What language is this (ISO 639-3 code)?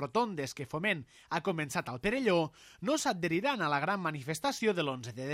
cat